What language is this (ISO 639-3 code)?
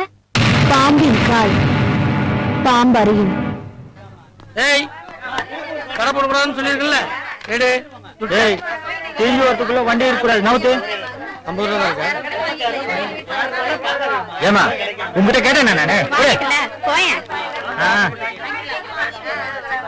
tam